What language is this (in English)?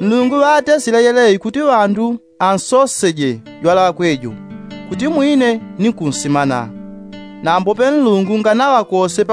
Yao